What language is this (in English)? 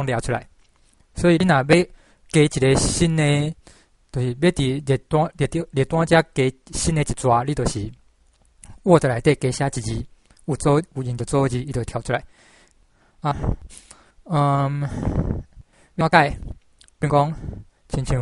Min Nan Chinese